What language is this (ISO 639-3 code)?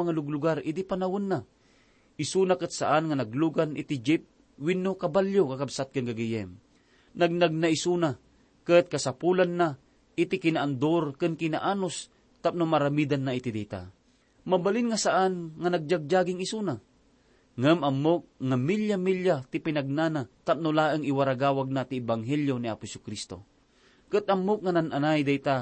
ilo